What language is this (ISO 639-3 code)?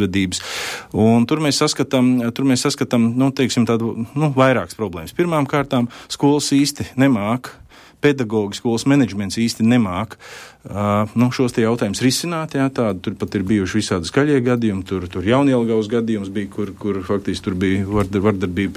lav